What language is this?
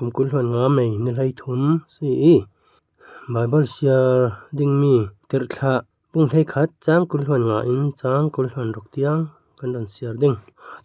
Falam Chin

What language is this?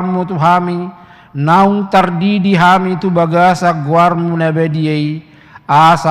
Batak Toba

